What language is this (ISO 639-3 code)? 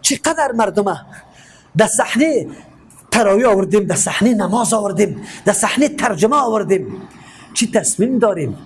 fas